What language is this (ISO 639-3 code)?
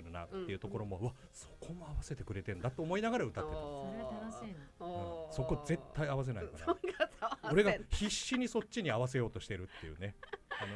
jpn